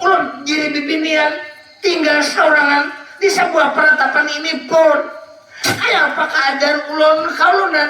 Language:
Banjar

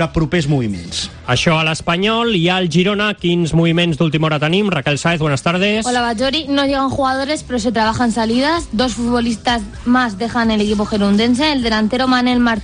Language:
Catalan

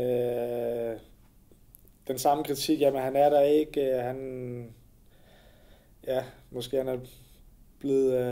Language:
Danish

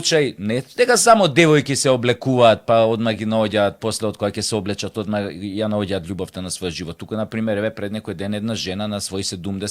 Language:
Macedonian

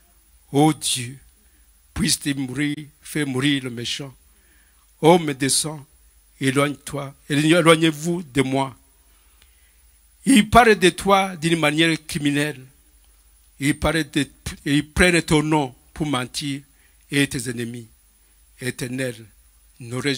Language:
French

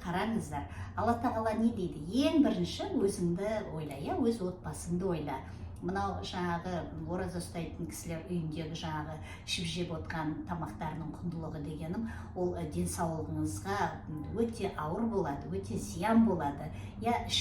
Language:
Kazakh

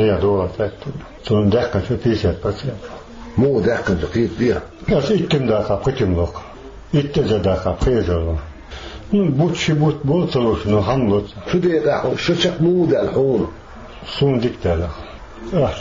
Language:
Chechen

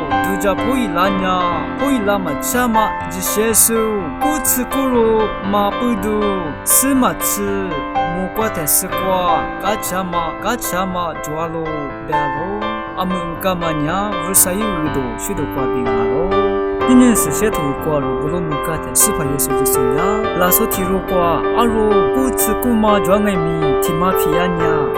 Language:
Lisu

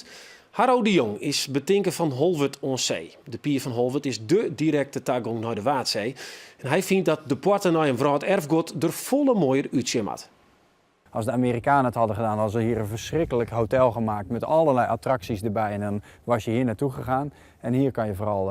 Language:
Western Frisian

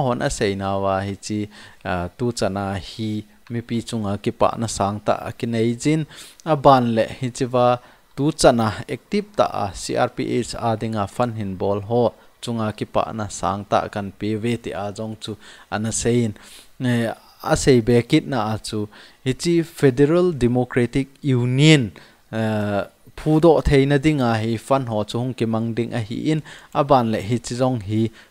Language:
Thado Chin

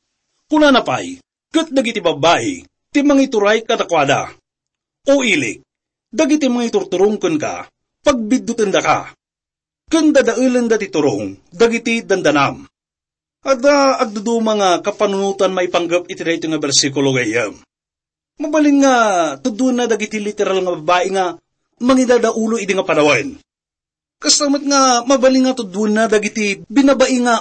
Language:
Iloko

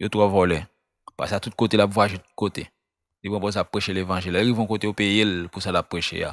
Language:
Haitian Creole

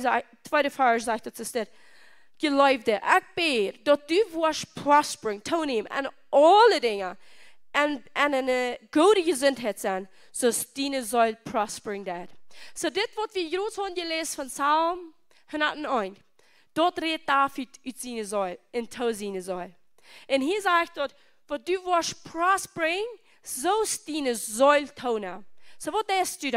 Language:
Plautdietsch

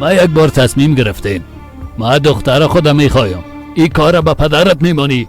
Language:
Persian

